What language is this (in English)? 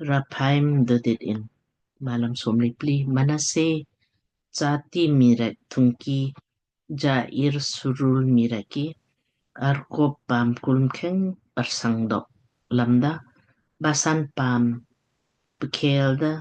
Lamkang